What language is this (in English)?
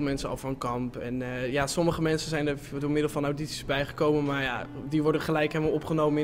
Dutch